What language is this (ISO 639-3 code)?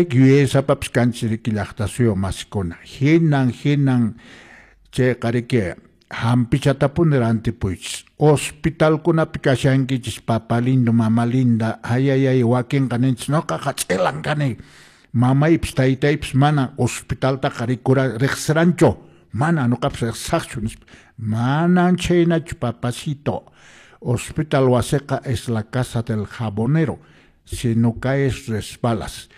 que